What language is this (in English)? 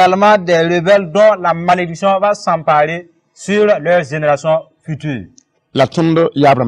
Mossi